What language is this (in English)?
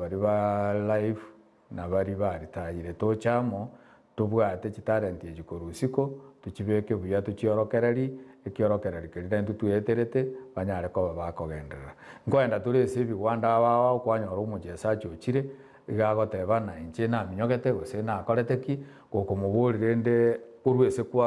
Gusii